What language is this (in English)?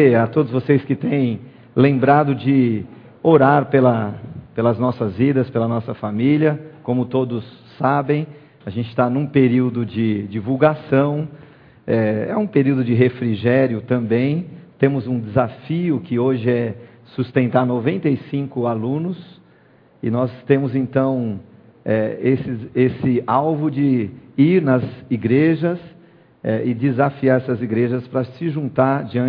Portuguese